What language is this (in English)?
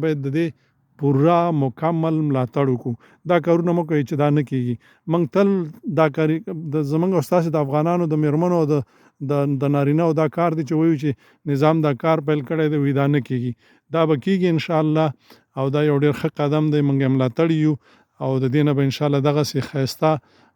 Pashto